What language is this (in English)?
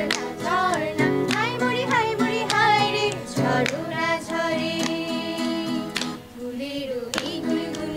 Bangla